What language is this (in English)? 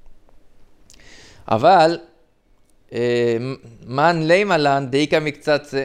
Hebrew